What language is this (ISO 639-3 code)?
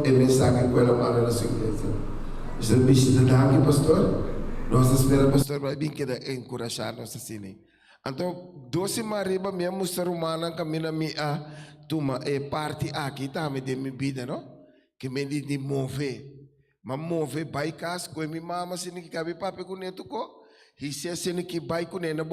pap